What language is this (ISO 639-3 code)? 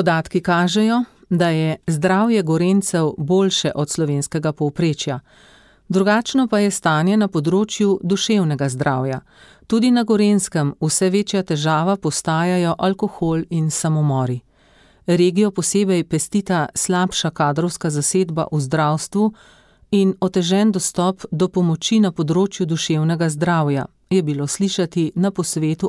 slv